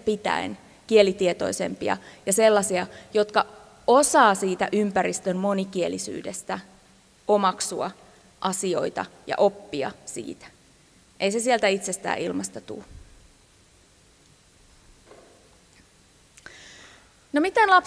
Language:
Finnish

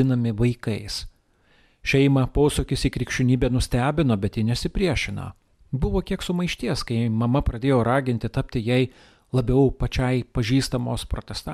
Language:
Lithuanian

